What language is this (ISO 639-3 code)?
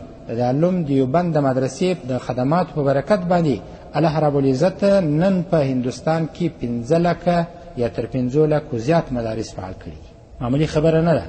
pus